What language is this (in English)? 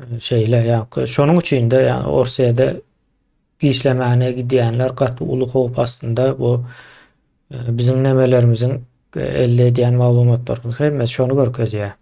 Turkmen